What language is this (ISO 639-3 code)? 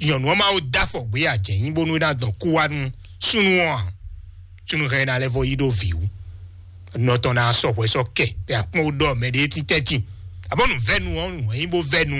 fon